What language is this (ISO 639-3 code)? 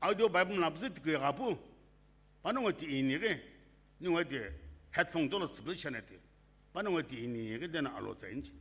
nsm